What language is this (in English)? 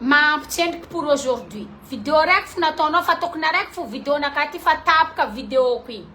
Malagasy